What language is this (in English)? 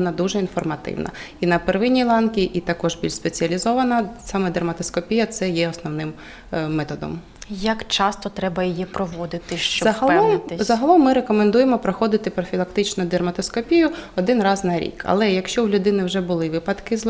Ukrainian